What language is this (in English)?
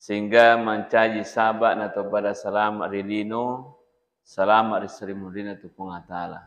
Buginese